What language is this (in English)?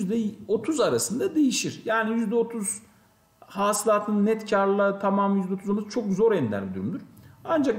Turkish